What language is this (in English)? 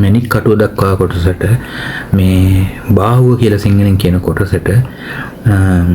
Sinhala